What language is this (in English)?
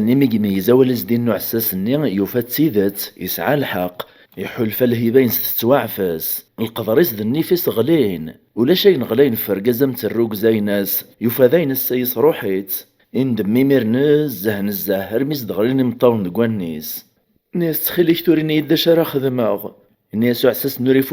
Kabyle